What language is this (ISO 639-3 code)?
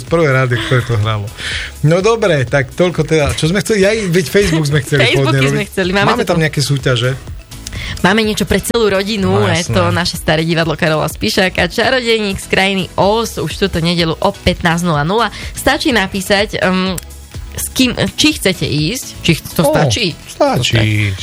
slk